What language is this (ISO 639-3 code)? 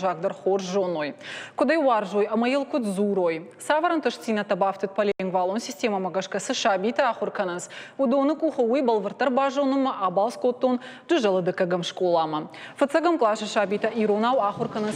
oss